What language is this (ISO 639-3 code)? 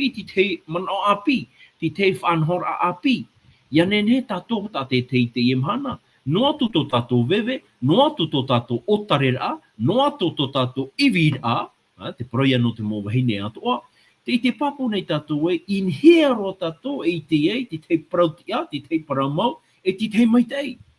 tah